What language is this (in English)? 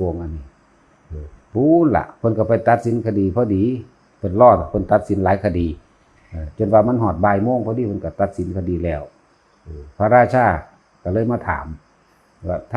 Northeastern Thai